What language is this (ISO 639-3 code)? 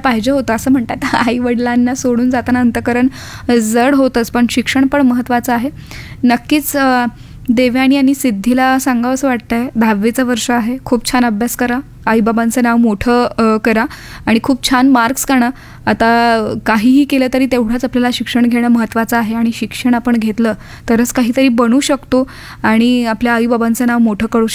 mar